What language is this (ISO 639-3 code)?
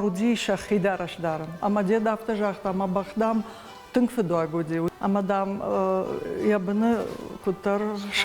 oss